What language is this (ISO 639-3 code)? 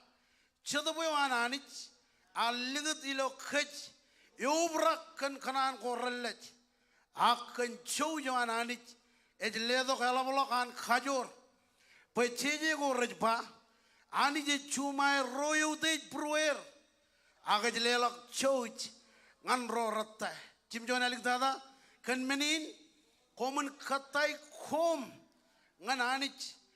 mah